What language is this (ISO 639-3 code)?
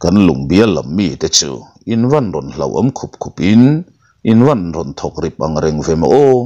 lus